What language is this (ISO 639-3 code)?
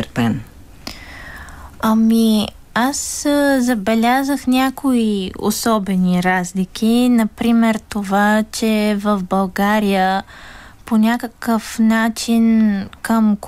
bul